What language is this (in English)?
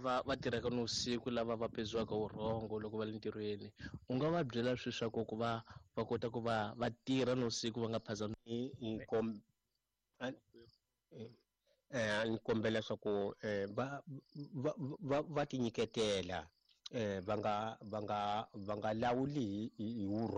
Tsonga